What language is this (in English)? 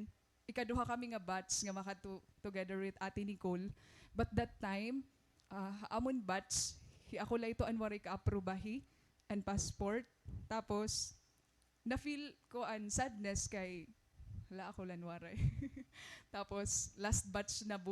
Waray